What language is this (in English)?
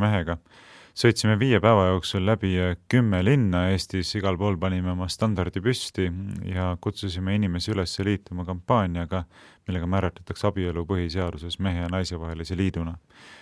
Estonian